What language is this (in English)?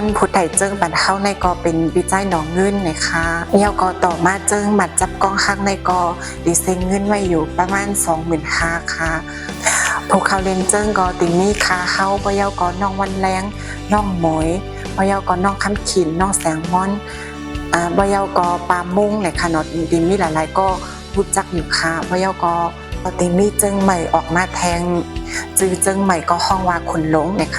Shan